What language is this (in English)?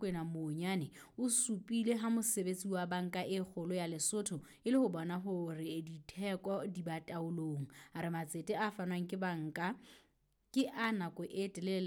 Southern Sotho